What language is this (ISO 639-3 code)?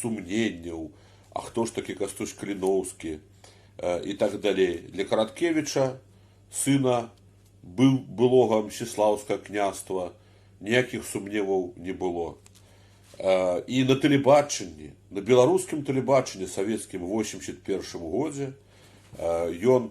bel